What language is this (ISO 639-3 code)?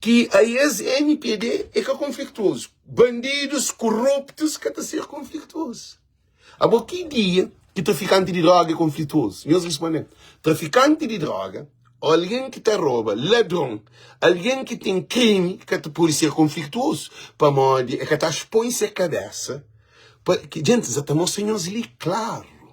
kea